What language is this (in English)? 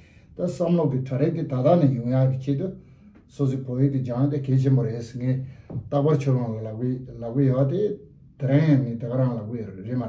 Tibetan